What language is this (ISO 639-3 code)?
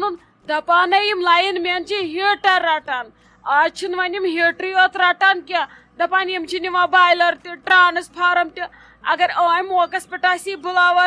kas